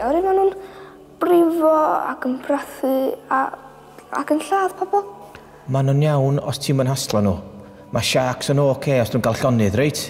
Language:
Welsh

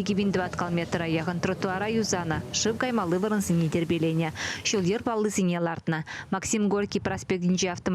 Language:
Chuvash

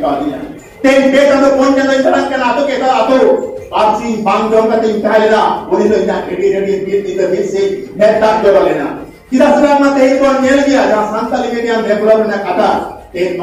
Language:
Santali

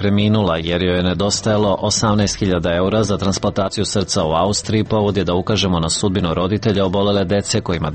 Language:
Serbian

